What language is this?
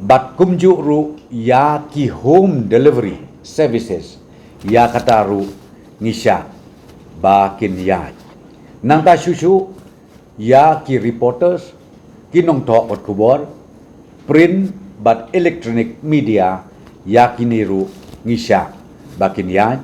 Khasi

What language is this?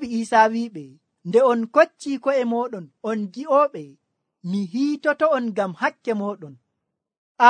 Nigerian Fulfulde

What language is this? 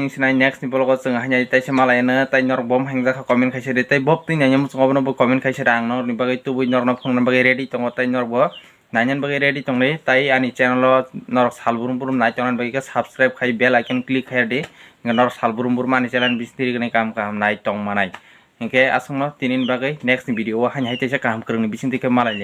Kok Borok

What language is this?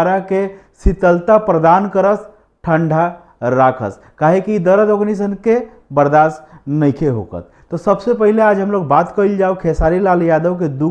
Bhojpuri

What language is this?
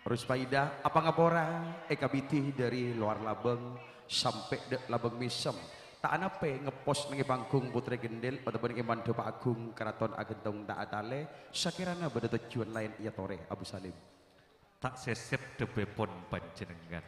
Madurese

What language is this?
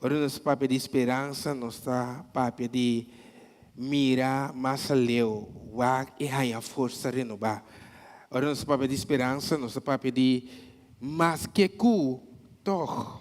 Papiamento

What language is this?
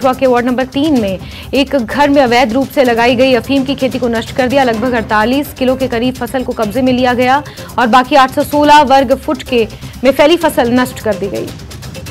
Hindi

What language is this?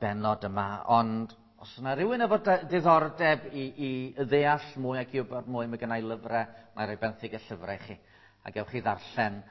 Welsh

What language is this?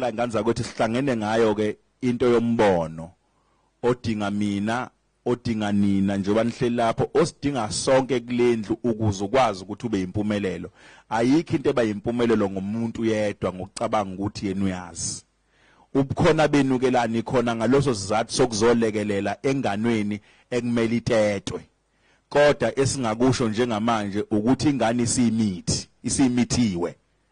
Zulu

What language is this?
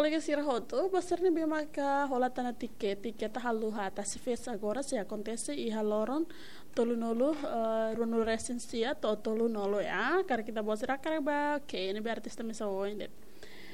Tetum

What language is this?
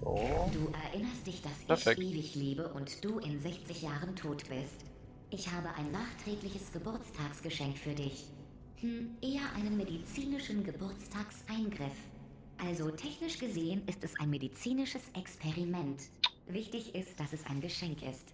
Swiss German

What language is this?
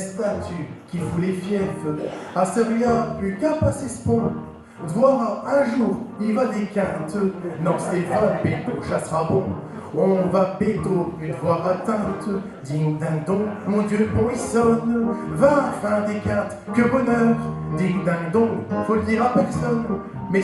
Picard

